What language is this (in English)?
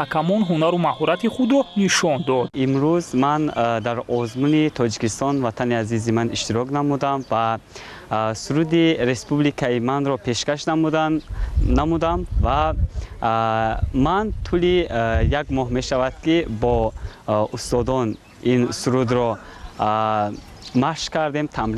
Tajik